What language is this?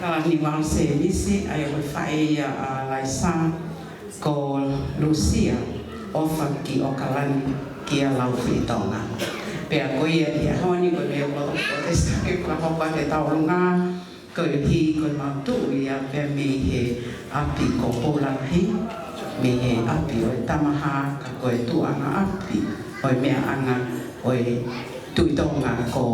Tongan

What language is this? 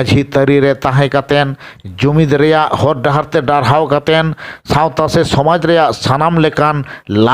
Santali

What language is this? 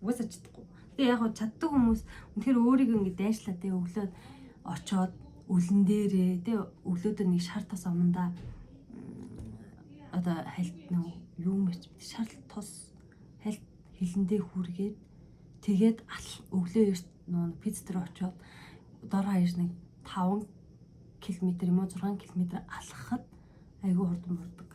Mongolian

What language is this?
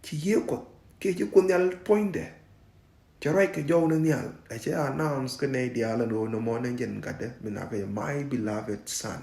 Nuer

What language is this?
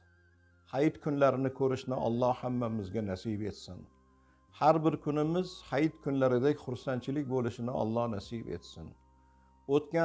Uzbek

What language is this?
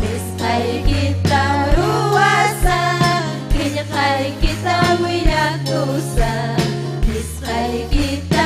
Ayacucho Quechua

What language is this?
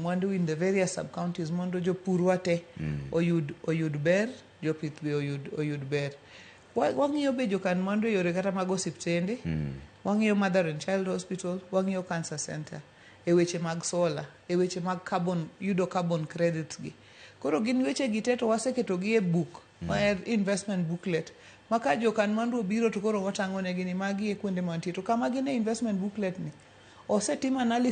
Luo (Kenya and Tanzania)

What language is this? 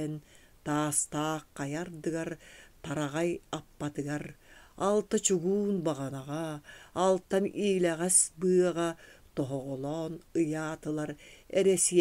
Yakut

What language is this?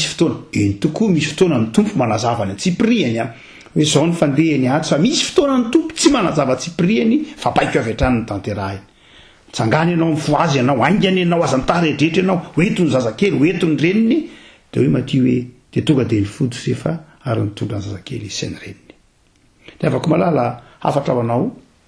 Malagasy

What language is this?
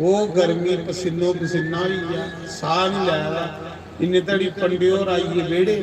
Dogri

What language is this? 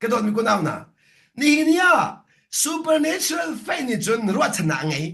Hakha Chin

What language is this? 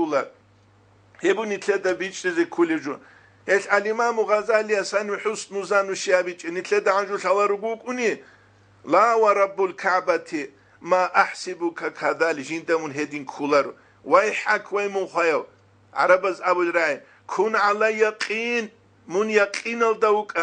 Avaric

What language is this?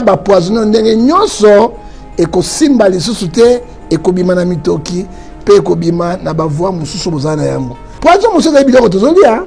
Lingala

